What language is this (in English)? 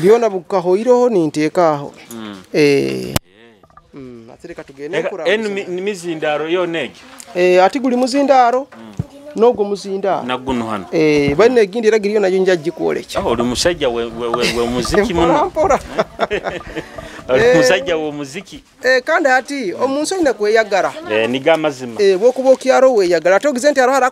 Nyoro